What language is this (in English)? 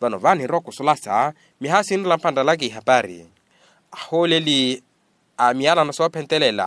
Makhuwa